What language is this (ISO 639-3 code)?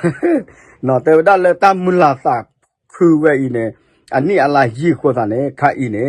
ksw